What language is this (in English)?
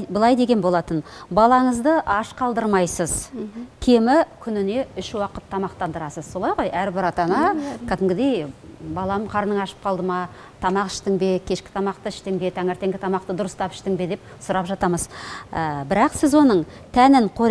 Kazakh